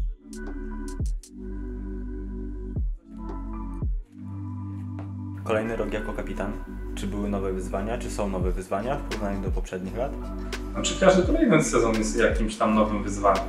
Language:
Polish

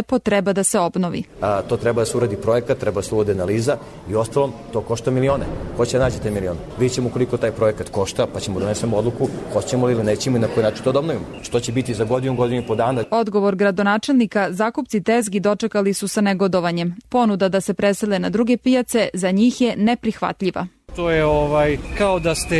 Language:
Serbian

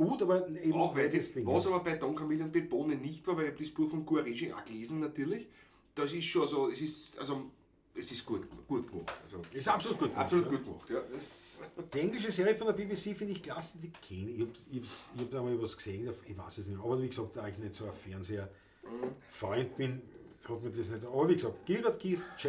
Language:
Bavarian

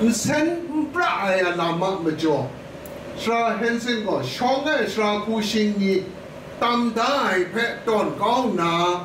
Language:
Kachin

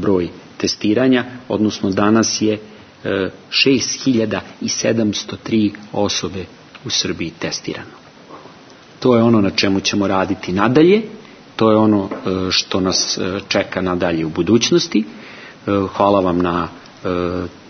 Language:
Serbian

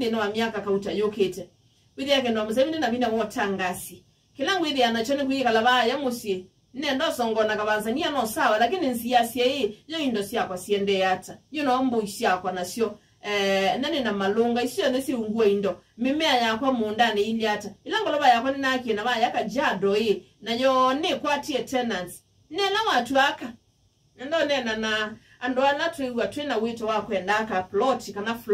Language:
Kamba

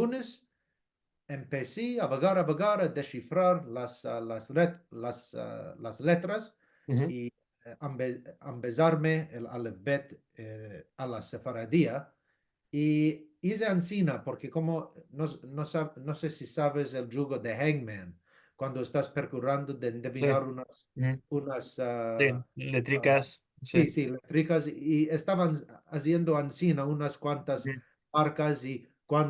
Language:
Ladino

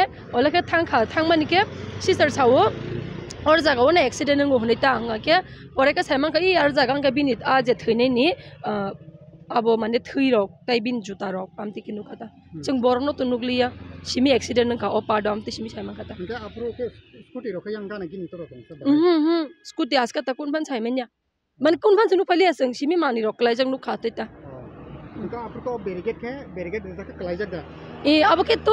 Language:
Kok Borok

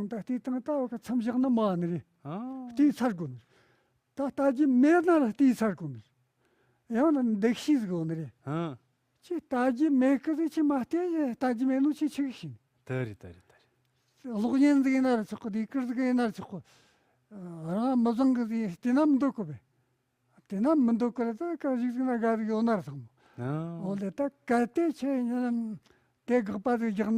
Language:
Tibetan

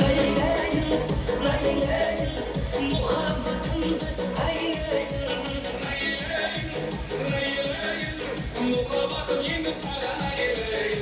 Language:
Kara-Kalpak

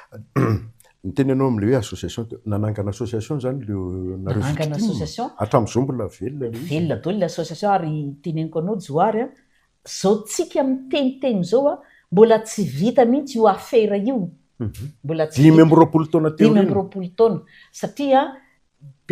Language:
Malagasy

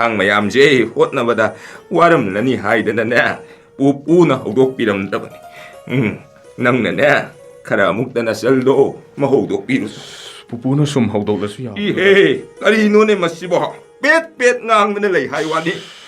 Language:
Manipuri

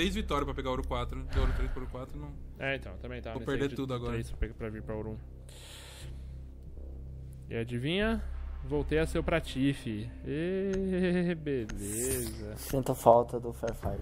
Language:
Portuguese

